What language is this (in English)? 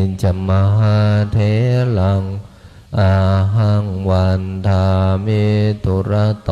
Pali